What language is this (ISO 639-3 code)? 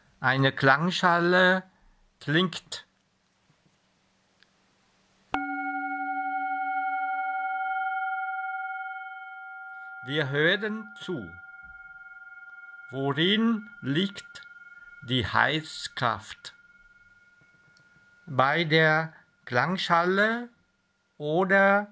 deu